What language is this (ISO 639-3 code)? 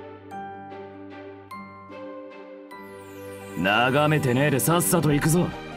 jpn